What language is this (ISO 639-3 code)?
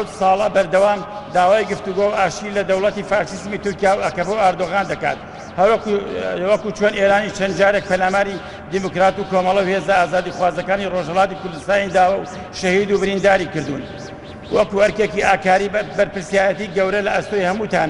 ckb